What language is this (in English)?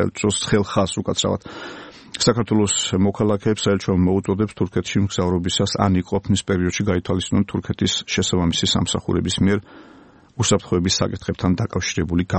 Georgian